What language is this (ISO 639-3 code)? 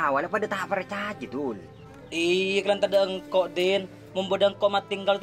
mad